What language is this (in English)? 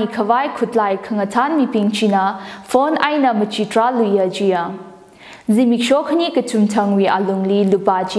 Tangkhul Naga (India)